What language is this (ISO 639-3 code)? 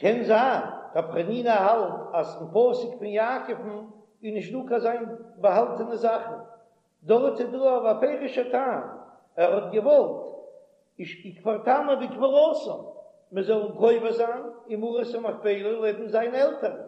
yid